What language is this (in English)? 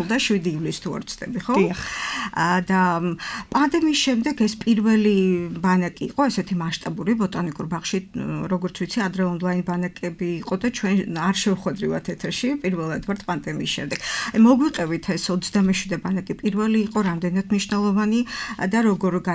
Georgian